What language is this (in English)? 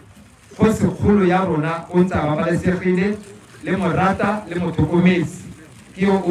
Tswana